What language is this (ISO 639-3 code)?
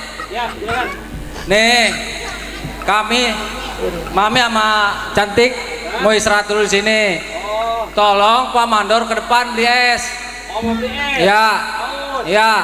bew